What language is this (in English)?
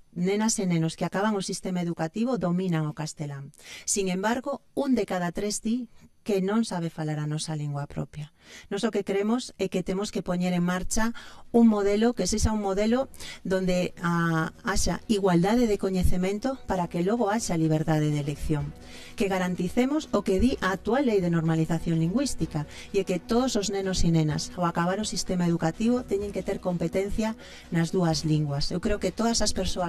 Galician